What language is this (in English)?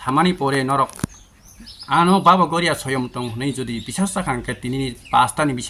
Kok Borok